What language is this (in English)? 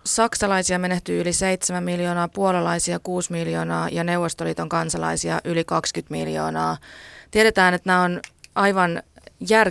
Finnish